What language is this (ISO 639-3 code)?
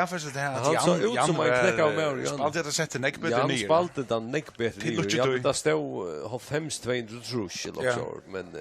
fao